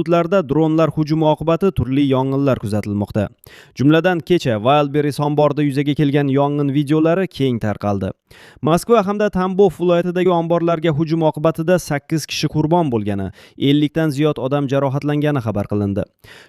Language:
Uzbek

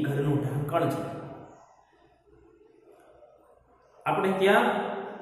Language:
Gujarati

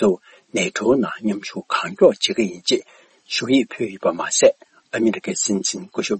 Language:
Tibetan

